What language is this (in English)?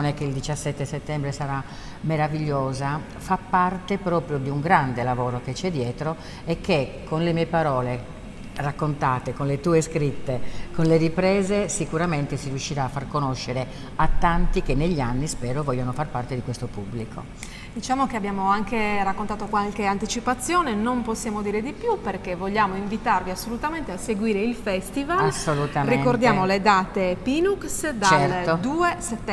Italian